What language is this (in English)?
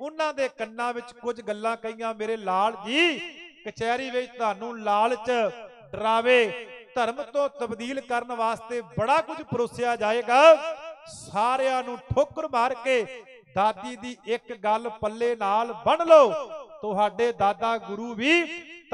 Punjabi